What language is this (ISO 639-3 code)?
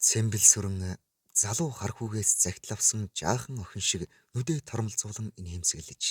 mon